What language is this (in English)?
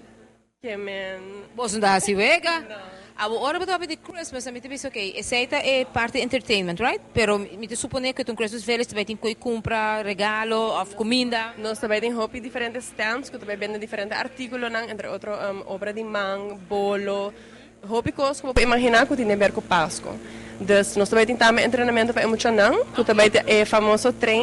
Papiamento